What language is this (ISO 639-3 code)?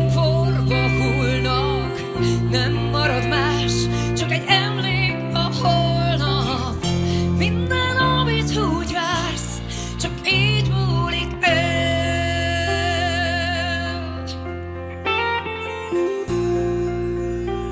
hun